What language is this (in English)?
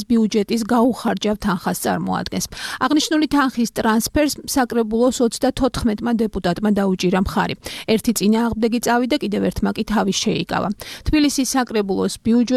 Georgian